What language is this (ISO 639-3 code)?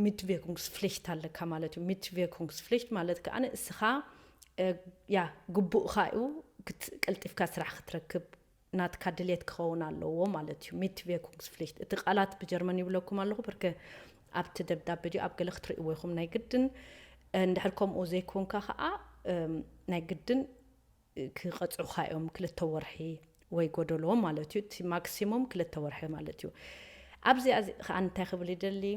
tir